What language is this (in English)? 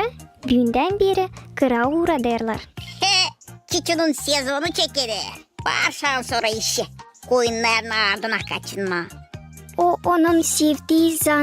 Gagauz